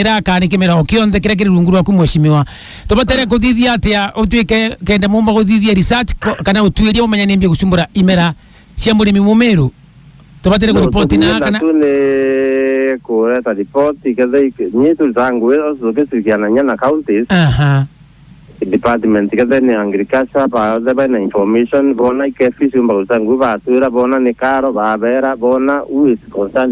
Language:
Meru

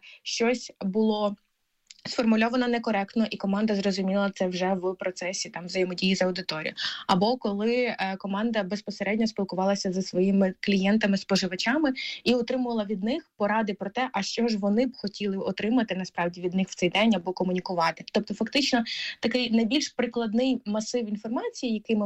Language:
Ukrainian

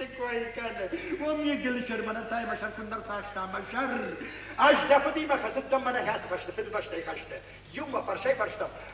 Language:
Ossetic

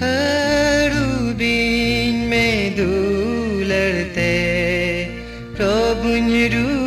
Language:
Santali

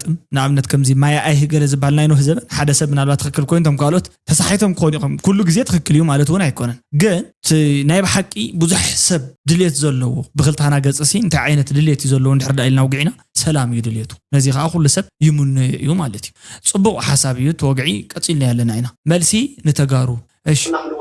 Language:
Tigrinya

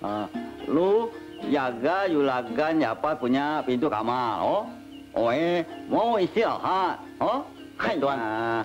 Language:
Betawi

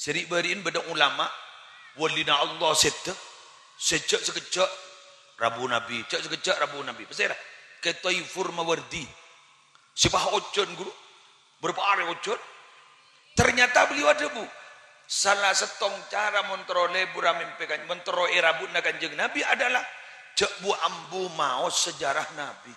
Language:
Madurese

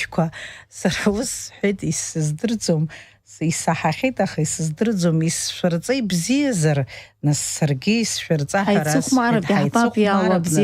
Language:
Abkhazian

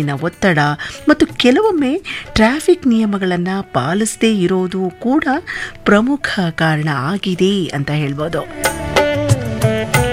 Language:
Kannada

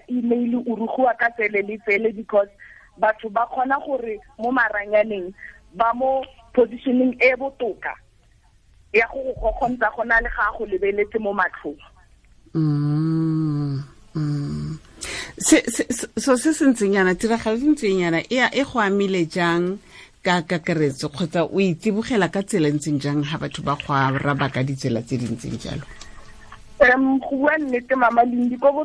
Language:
Tswana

